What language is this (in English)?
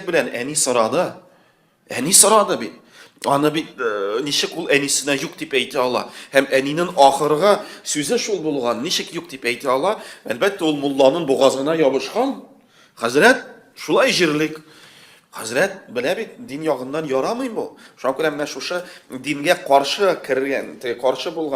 Tatar